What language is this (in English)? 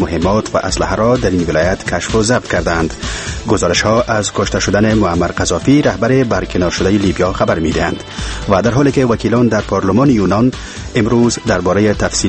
Persian